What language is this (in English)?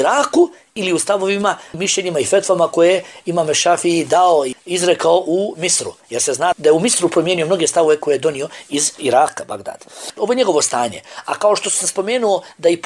Bosnian